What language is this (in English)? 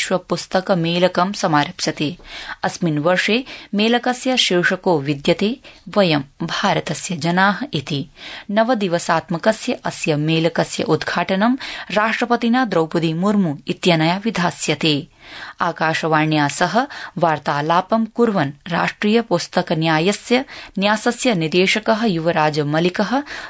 Sanskrit